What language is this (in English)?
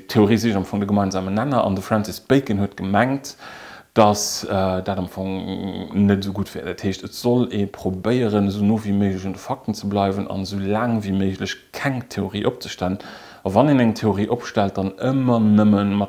Luxembourgish